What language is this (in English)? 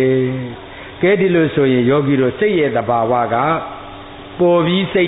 Burmese